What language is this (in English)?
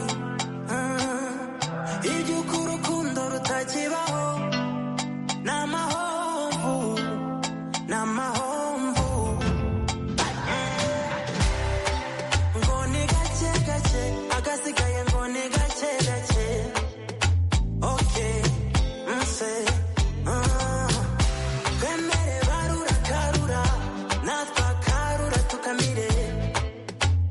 Kinyarwanda